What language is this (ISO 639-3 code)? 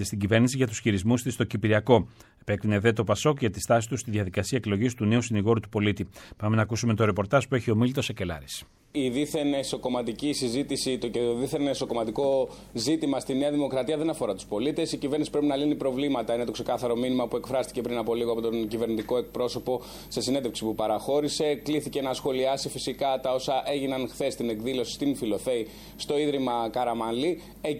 ell